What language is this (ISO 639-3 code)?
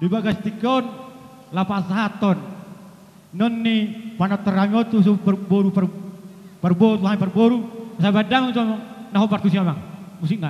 bbc